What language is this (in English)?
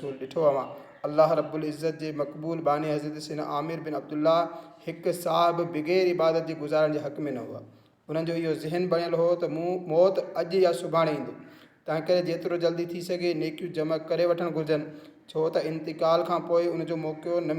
Sindhi